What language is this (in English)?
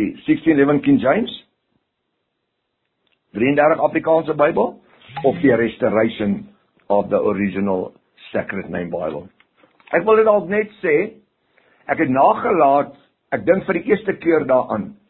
Afrikaans